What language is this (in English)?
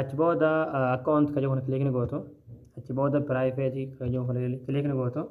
Oromo